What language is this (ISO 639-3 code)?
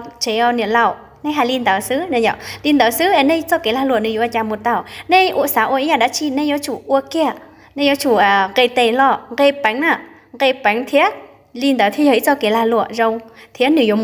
hmn